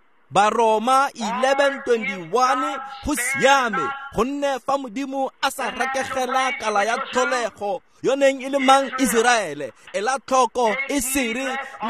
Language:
Tswana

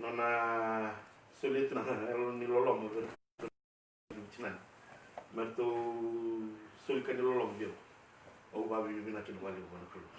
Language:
Fijian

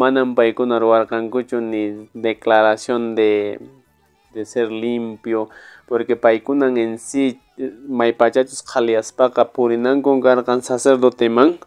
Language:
Quechua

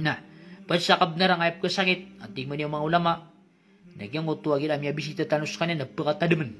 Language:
Maranao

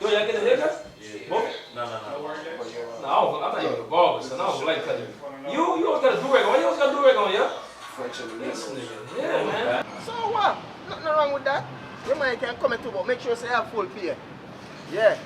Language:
Jamaican Creole English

